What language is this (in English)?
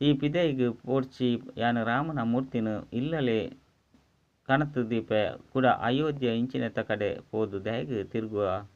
Tulu